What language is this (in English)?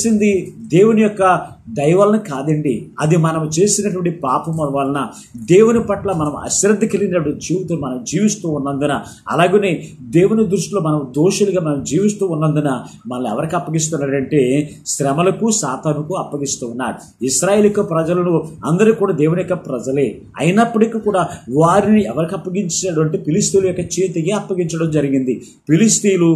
Telugu